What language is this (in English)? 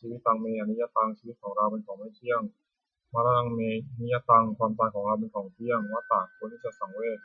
Pali